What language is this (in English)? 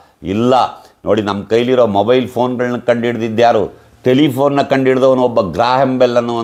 Kannada